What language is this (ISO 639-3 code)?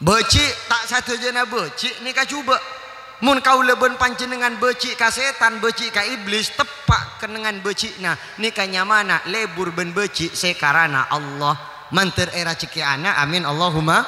mad